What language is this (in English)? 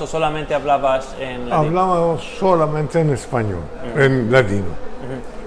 Ladino